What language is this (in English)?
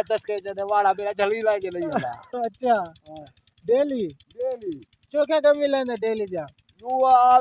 Saraiki